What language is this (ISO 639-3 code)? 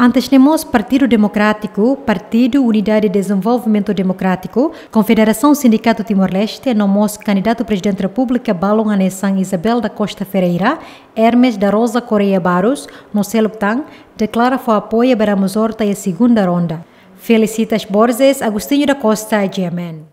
tet